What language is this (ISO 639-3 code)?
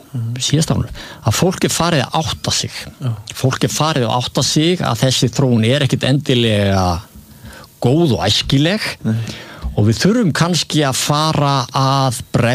isl